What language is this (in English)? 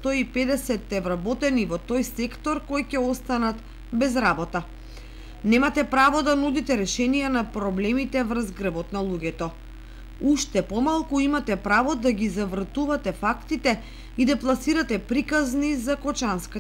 Macedonian